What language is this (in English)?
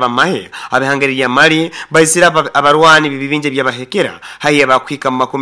Nyoro